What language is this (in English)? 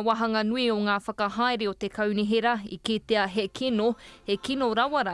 Māori